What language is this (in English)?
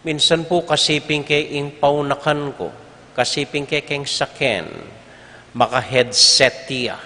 Pampanga